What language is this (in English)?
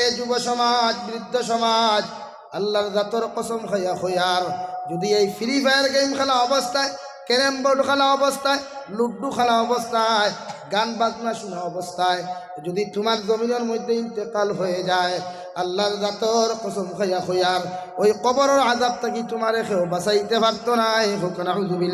Sylheti